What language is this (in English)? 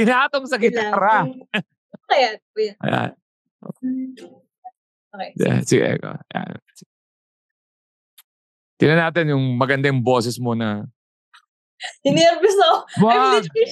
Filipino